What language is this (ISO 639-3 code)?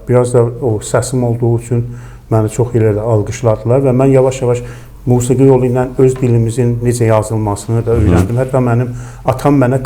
aze